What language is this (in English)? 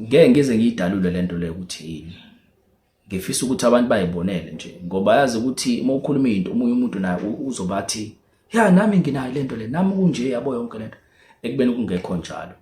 Zulu